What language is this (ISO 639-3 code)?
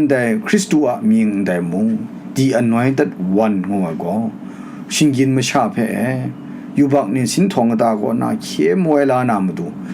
kac